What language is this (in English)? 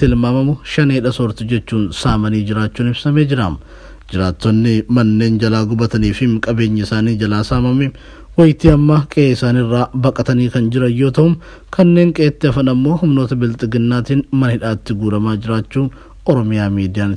Oromo